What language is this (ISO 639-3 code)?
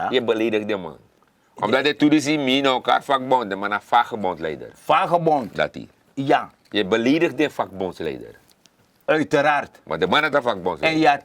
srn